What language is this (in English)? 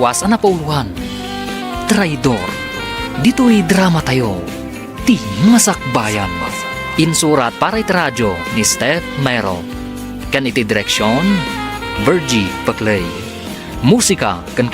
Iloko